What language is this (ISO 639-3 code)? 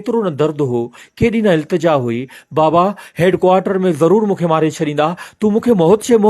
snd